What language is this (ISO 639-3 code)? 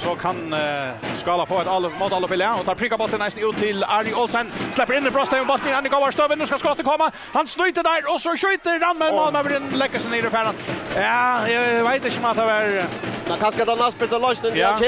fao